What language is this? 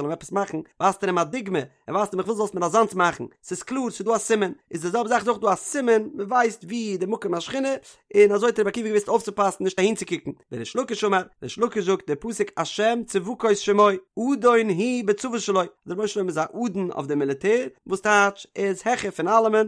Yiddish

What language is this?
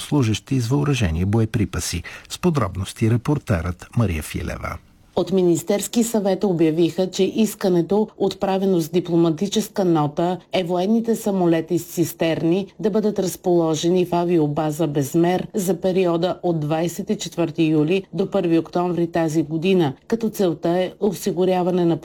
Bulgarian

